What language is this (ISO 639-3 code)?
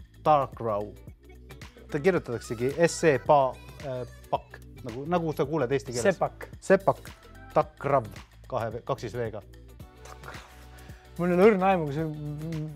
est